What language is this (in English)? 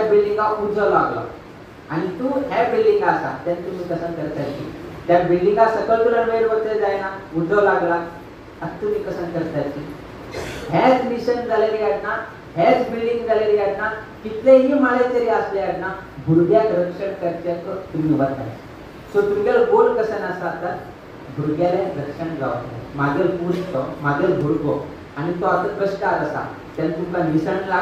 Konkani